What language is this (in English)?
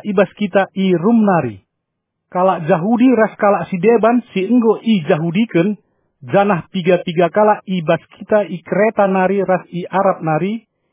Batak Karo